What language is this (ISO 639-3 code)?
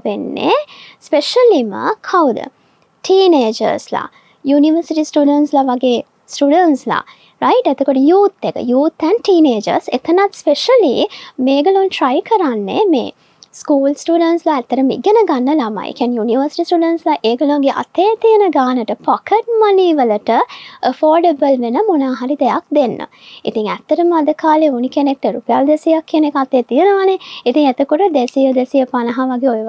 sin